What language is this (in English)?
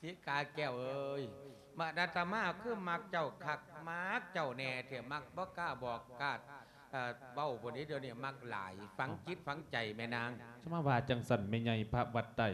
Lao